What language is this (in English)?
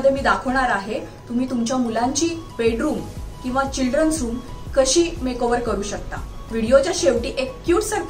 Marathi